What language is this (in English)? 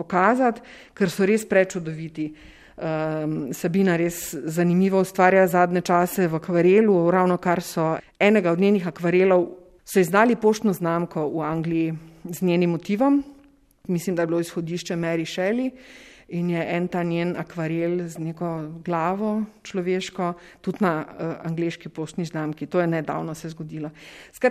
Slovenian